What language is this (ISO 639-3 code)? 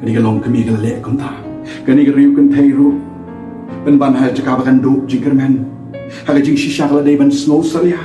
kha